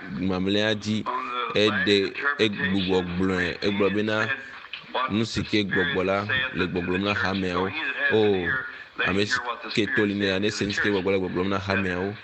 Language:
Ewe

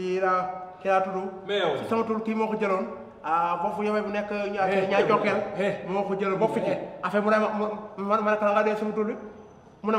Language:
Wolof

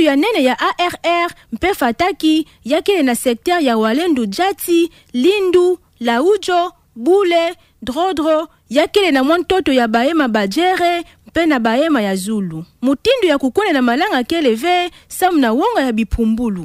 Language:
Kituba (Democratic Republic of Congo)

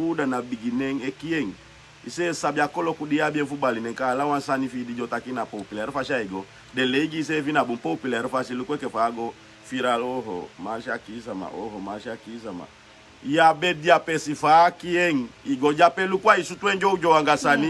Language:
Sranan Tongo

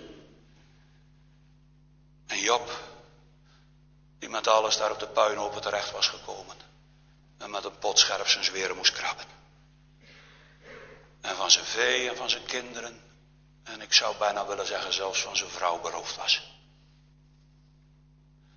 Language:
Dutch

